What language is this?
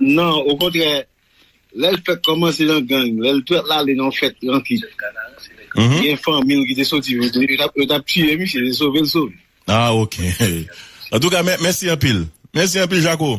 Haitian Creole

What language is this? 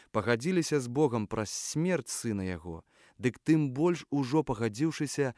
Belarusian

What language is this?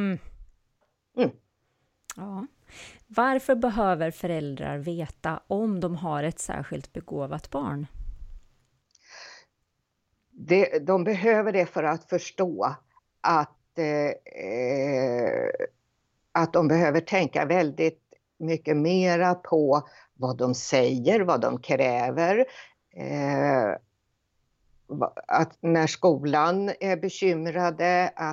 Swedish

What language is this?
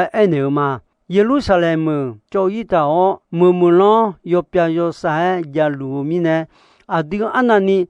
Akha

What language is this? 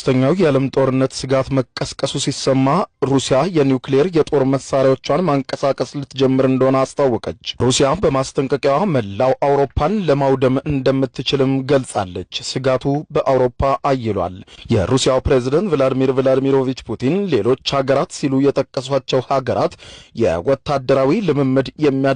Amharic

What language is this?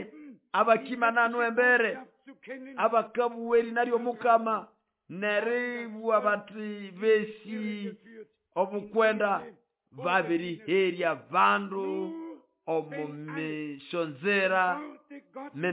Nande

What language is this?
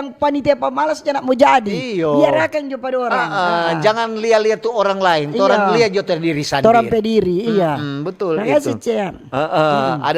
Manado Malay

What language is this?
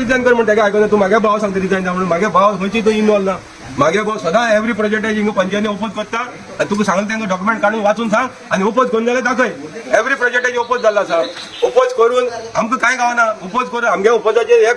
Konkani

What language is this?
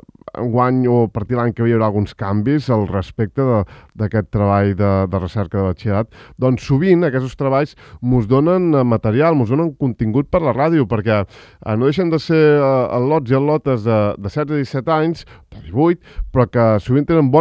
Catalan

